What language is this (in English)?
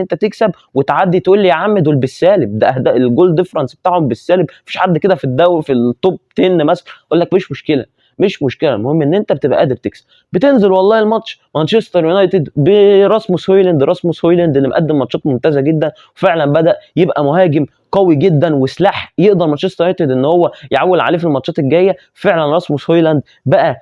Egyptian Arabic